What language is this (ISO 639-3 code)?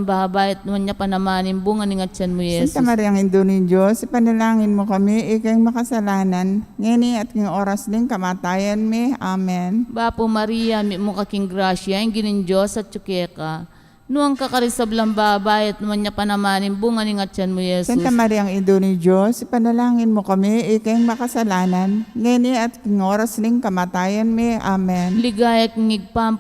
pam